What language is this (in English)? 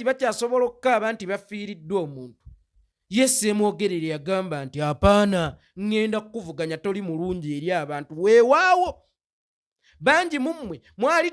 Ganda